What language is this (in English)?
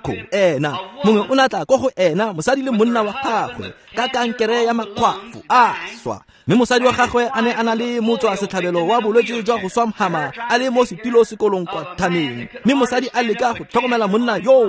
Tswana